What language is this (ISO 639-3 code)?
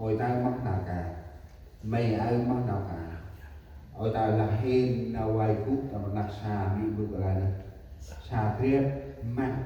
cmo